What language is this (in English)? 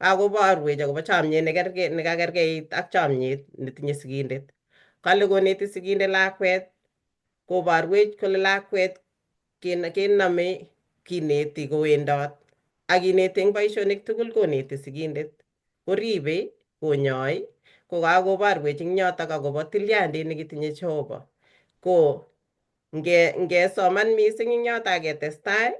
Kalenjin